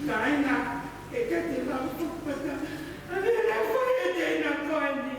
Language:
Tongan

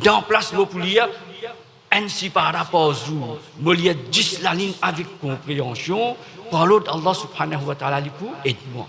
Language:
Morisyen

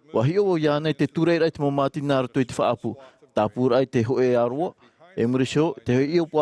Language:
Tahitian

